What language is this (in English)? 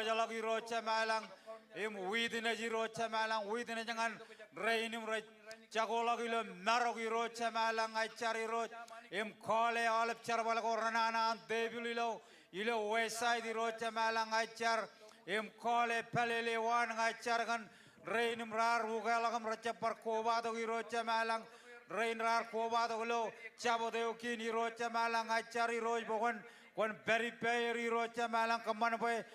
Marshallese